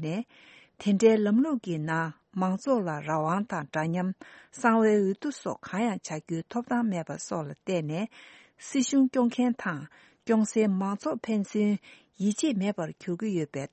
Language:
Tibetan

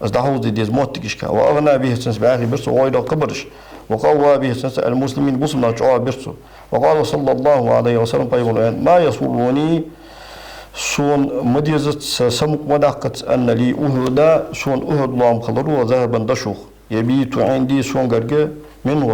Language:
Ingush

